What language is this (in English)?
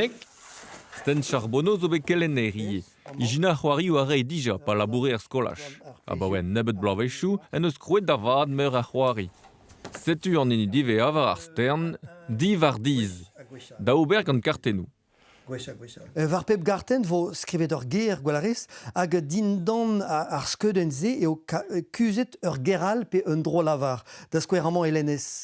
Breton